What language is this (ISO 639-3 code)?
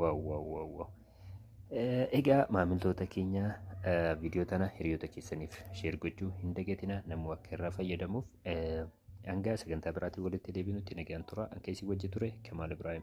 orm